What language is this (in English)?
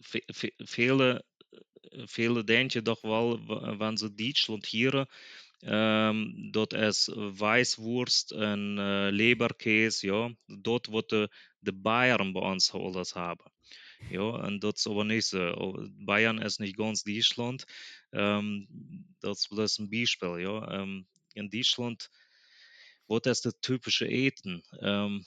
Plautdietsch